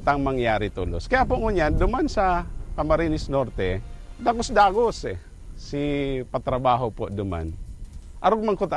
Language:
Bikol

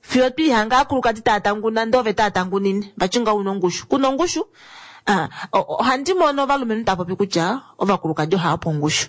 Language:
Kuanyama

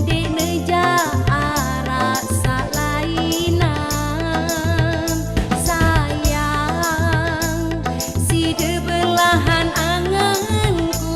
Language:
Sasak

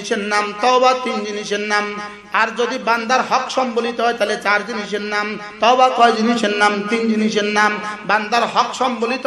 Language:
Bangla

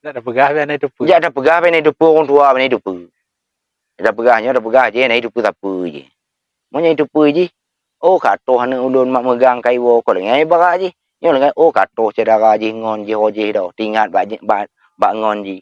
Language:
Achinese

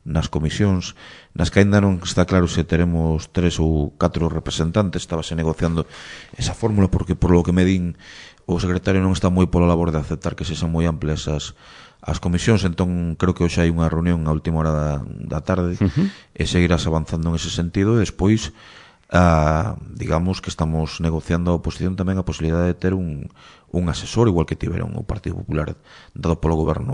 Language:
Galician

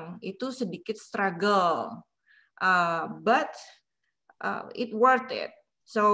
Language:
Indonesian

